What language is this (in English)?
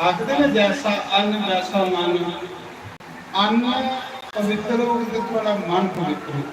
Dogri